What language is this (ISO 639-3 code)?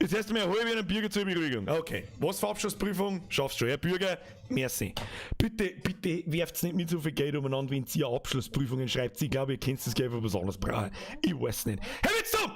bar